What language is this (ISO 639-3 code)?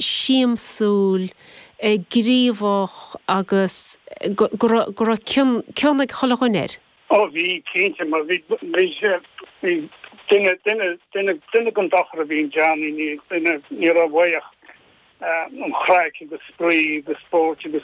gle